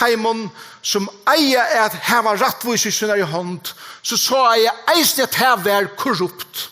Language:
Faroese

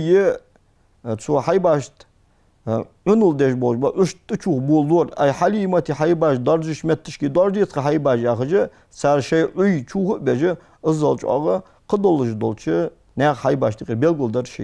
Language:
Ingush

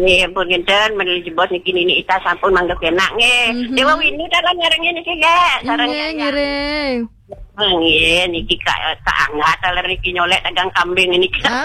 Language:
Balinese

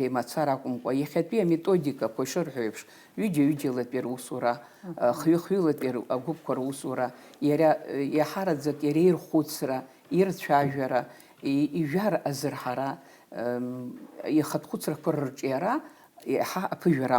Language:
Abkhazian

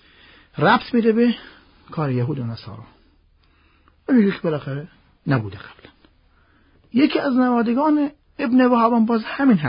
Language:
Persian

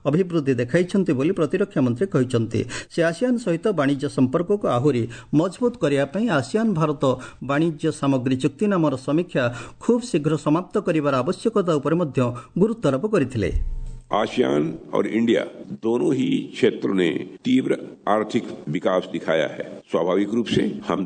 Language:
Odia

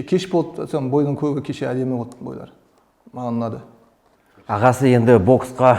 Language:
Kazakh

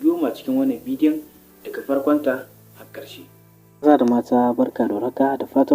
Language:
Hausa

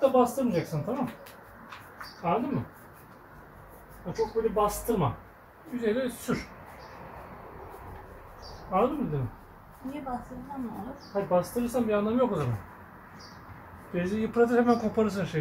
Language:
Turkish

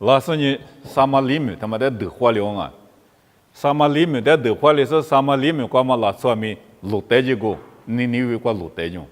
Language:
Lisu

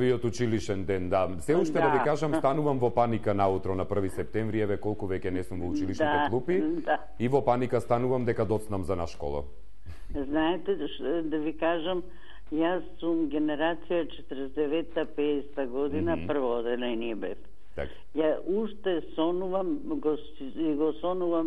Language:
Macedonian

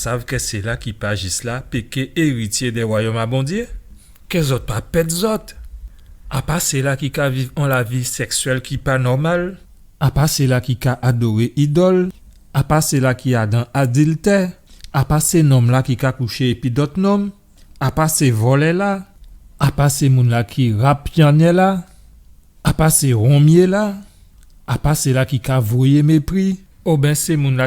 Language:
Guadeloupean Creole French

